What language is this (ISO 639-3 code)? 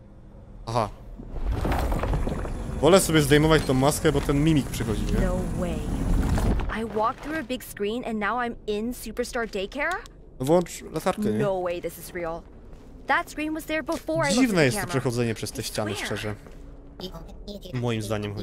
pol